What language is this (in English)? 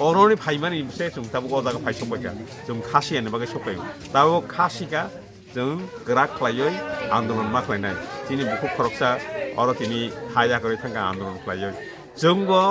Kok Borok